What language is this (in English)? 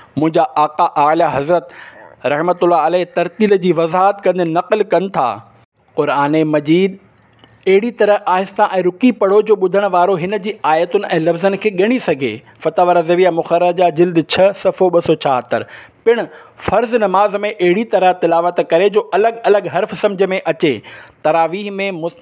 Sindhi